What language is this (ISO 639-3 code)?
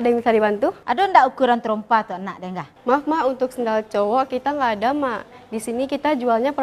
min